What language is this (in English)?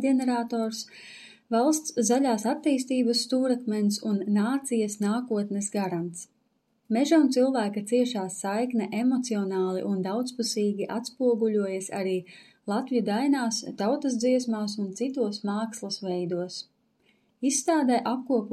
Latvian